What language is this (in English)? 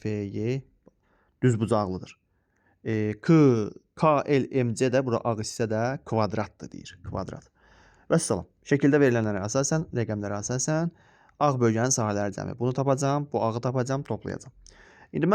Azerbaijani